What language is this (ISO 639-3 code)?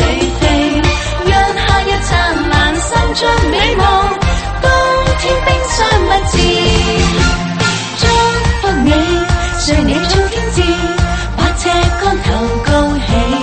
zho